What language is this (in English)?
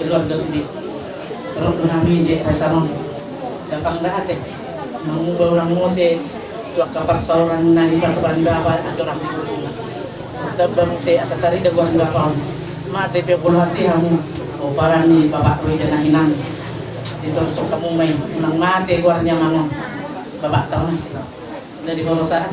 Batak Toba